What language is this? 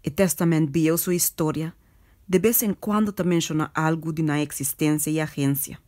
Papiamento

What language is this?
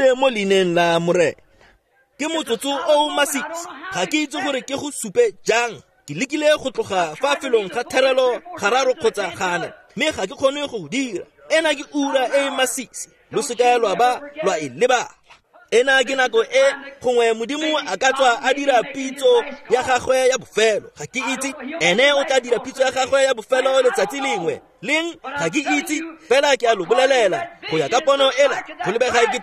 Tswana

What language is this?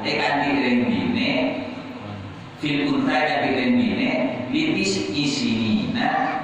Madurese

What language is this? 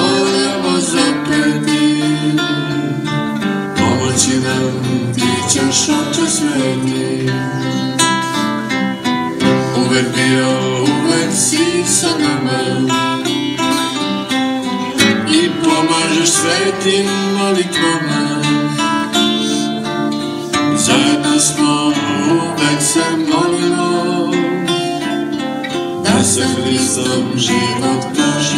Serbian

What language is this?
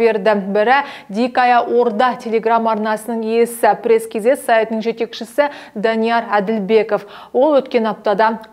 Kazakh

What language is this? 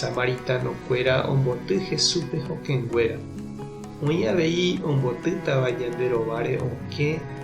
Guarani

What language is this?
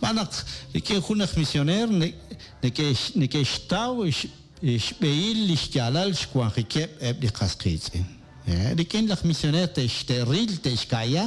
Kekchí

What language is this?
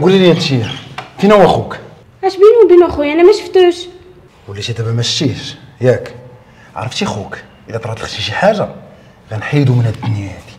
Moroccan Arabic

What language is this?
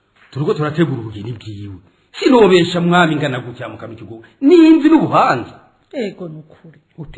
Rundi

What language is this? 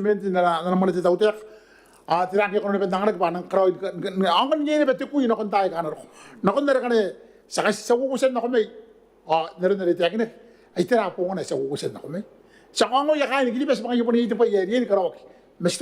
Gilbertese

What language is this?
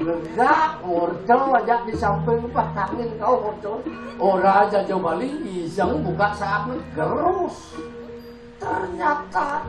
Balinese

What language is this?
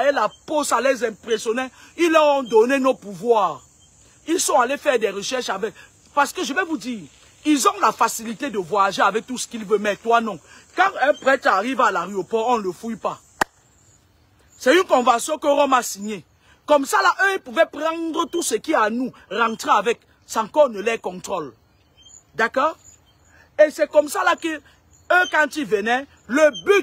French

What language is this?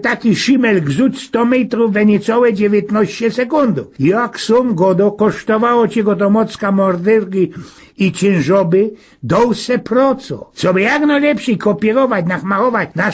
Silesian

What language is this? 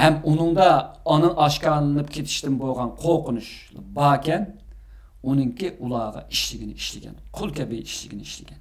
Uyghur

